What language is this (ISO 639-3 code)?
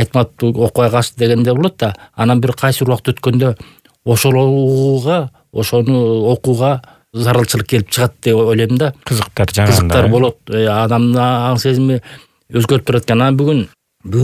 kir